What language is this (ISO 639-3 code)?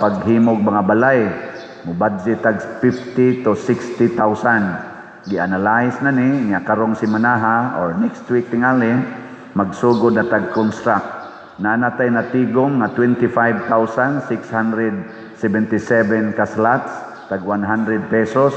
ceb